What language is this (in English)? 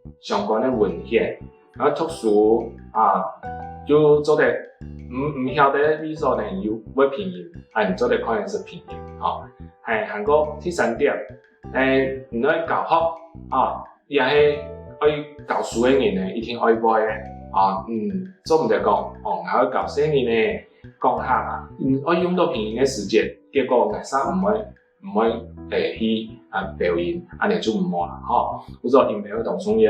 Hakka Chinese